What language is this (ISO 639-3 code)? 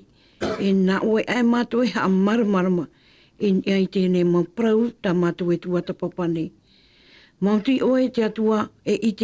tah